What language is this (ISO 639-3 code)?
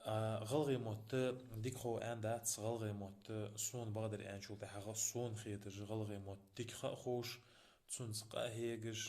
inh